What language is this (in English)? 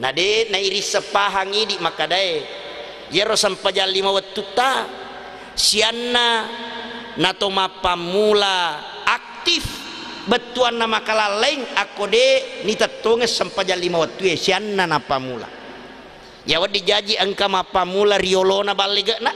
Buginese